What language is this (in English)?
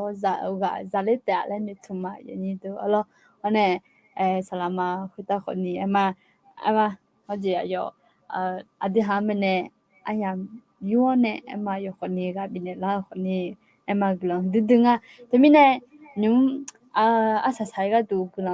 Akha